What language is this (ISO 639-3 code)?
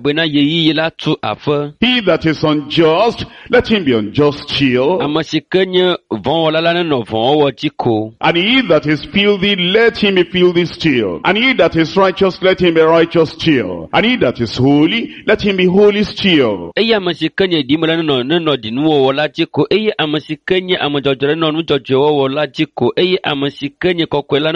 ewe